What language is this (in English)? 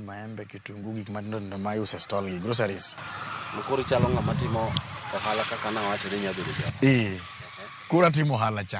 Luo (Kenya and Tanzania)